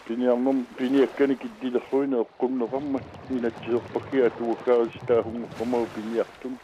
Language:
Kalaallisut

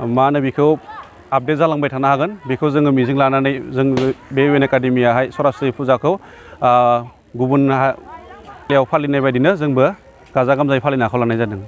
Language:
Bodo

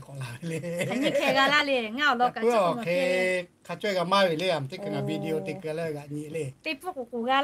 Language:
Lahu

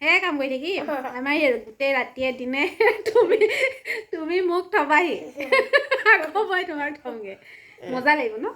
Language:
Assamese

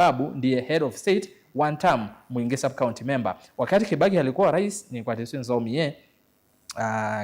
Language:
Kamba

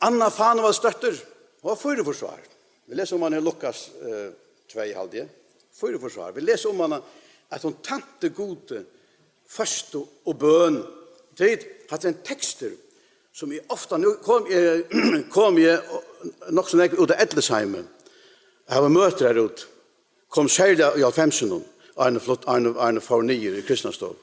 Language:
Faroese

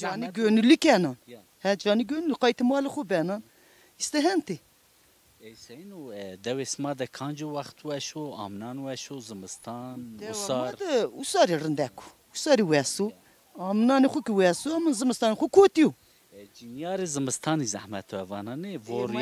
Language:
Zaza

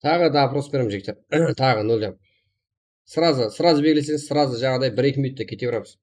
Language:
Kara-Kalpak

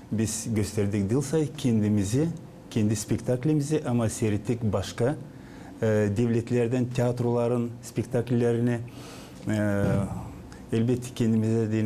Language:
Gagauz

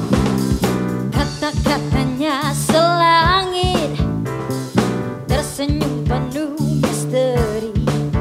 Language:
Indonesian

